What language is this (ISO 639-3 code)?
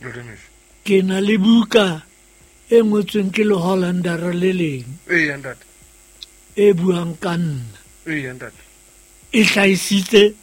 sot